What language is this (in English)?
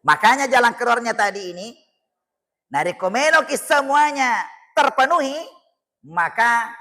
Buginese